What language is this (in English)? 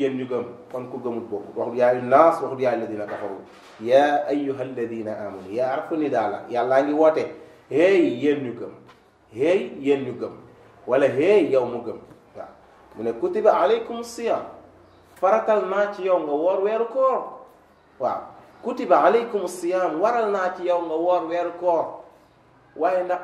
Wolof